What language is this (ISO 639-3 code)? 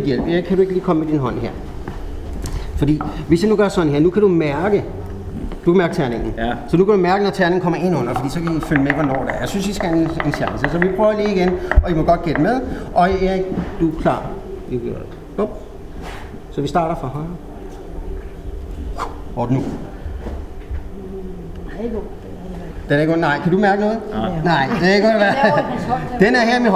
dan